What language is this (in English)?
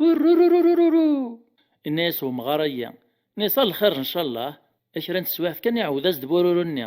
Kabyle